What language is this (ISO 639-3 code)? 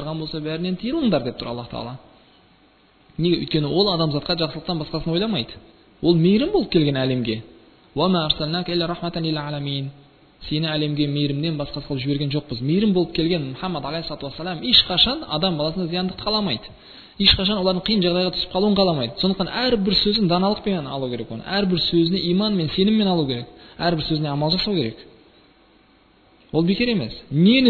kaz